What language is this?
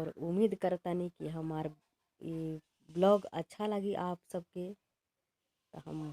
Bhojpuri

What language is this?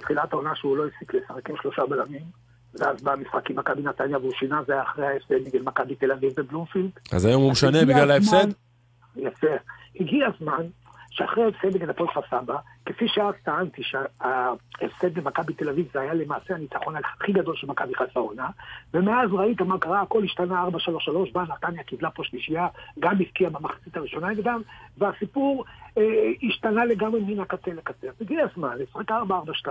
Hebrew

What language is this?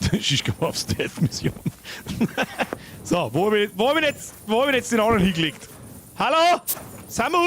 Bavarian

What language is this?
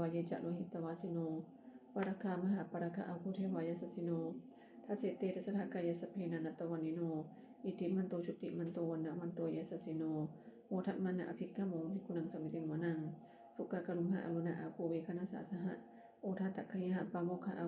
Pali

